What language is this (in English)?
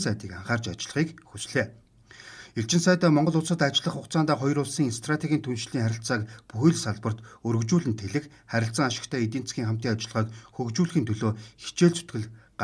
Mongolian